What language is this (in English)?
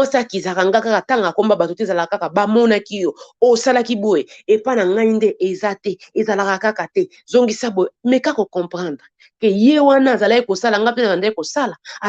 Lingala